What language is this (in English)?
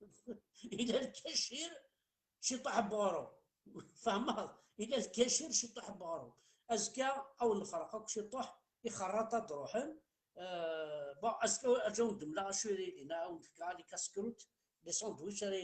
Kabyle